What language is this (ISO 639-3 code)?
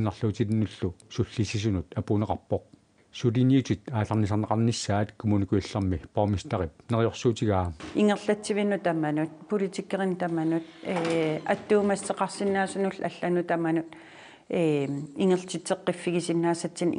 kal